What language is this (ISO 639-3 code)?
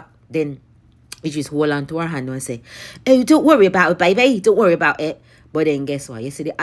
jam